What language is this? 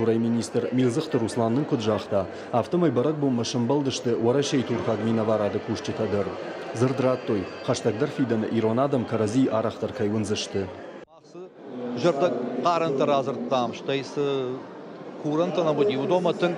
Ossetic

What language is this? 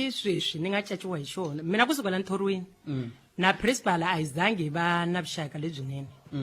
Tsonga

